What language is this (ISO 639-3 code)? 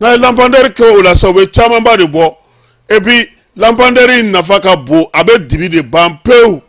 bam